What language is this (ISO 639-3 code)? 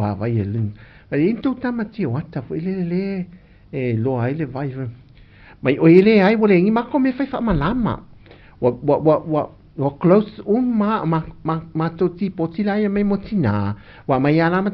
smo